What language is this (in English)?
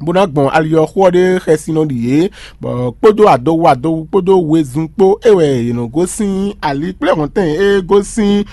Fon